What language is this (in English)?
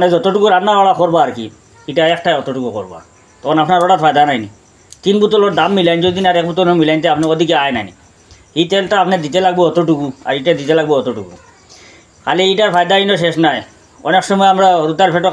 Sylheti